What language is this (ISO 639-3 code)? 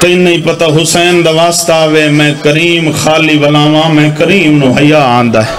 skr